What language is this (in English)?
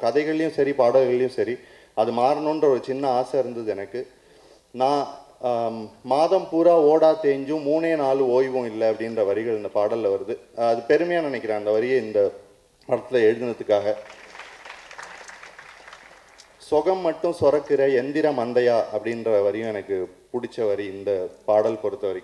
Tamil